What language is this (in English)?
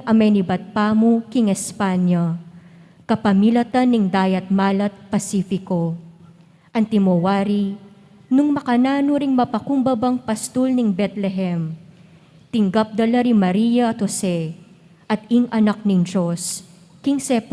Pampanga